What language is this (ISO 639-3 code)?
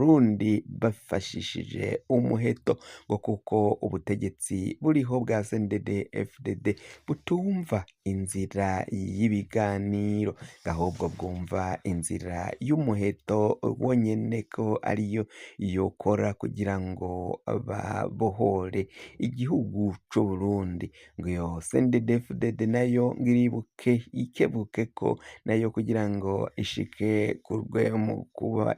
run